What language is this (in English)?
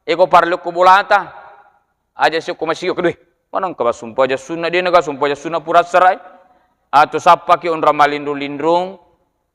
Buginese